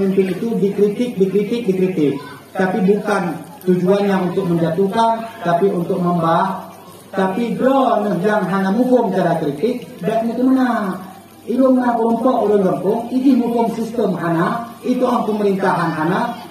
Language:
Achinese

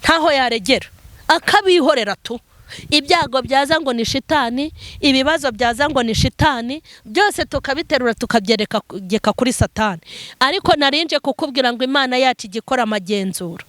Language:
Kinyarwanda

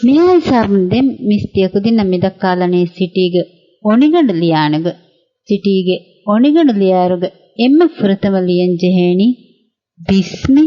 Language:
Divehi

